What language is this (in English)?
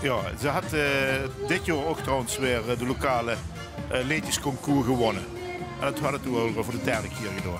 Limburgish